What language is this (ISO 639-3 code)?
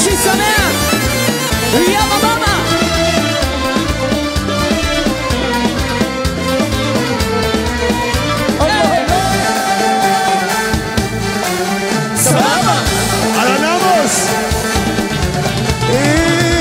heb